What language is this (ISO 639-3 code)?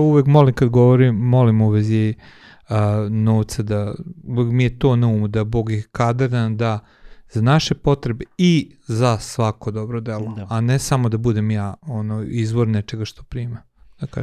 srp